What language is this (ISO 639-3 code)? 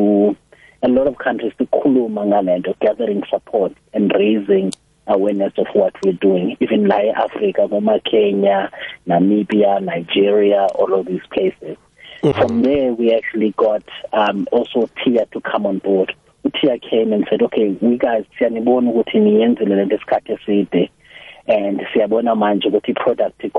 nbl